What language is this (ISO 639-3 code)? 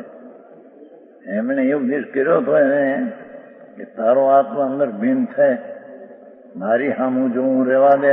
guj